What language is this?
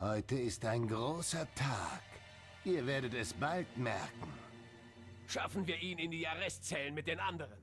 Swiss German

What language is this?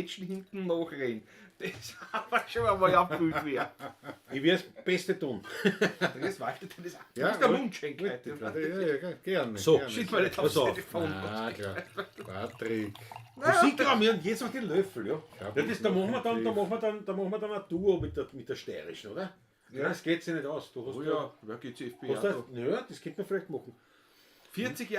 Bavarian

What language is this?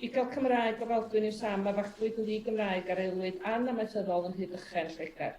Welsh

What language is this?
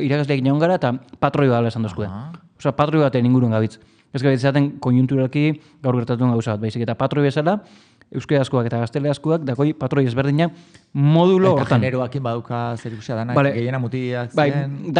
Basque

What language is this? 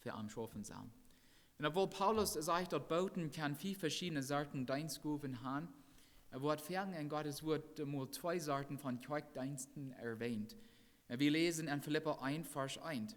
Plautdietsch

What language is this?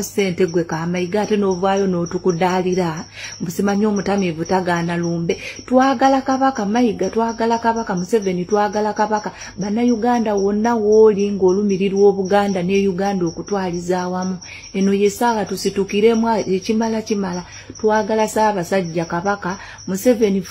Ganda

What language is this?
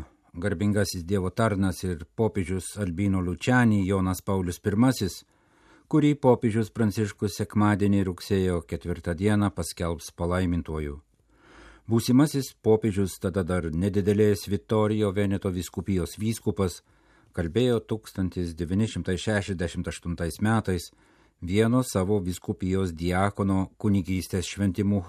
Lithuanian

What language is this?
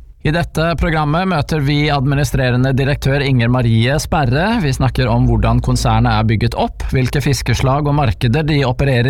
Norwegian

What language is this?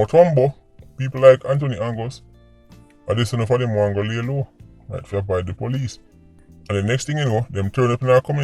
Jamaican Creole English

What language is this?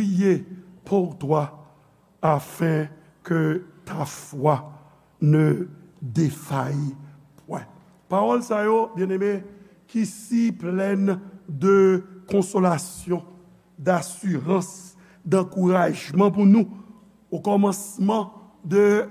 Haitian Creole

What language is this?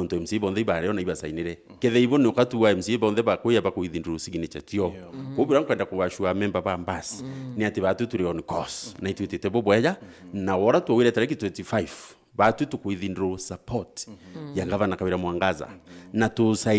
Meru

